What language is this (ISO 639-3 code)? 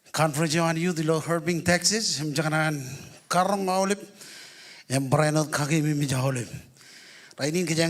mah